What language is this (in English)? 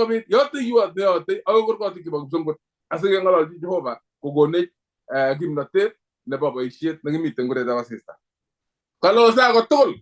Kalenjin